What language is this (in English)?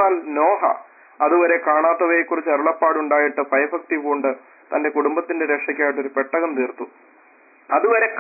Malayalam